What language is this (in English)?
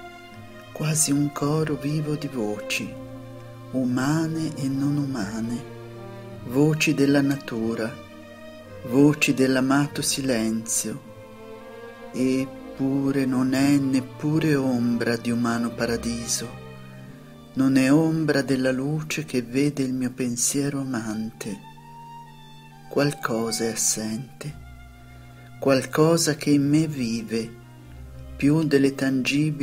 Italian